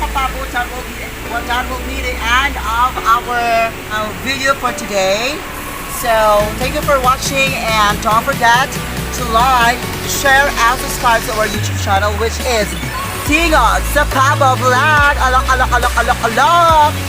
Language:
Cebuano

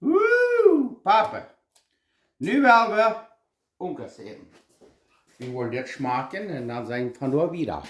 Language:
Plautdietsch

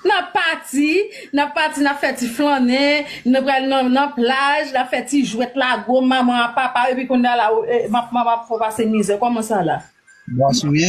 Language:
Haitian Creole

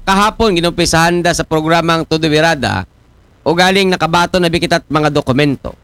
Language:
Aklanon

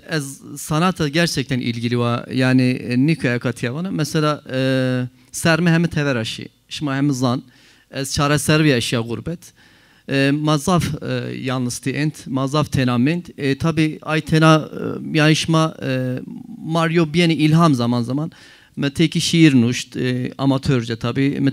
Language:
Zaza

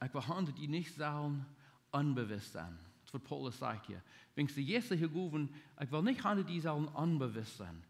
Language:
Plautdietsch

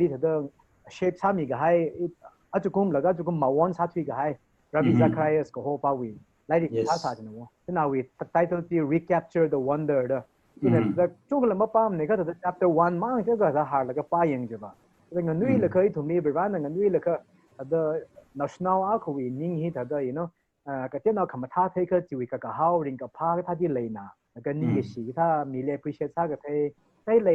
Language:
Tangkhul Naga (India)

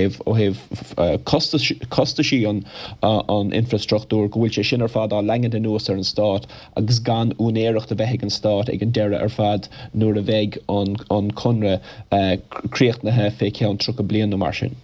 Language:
Irish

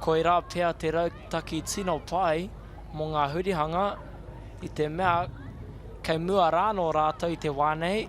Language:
Māori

